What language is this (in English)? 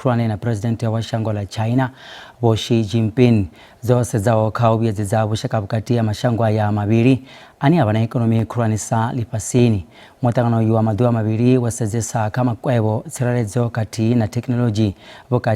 Venda